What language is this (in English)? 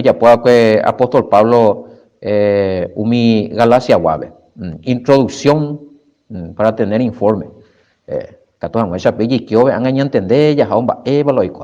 Guarani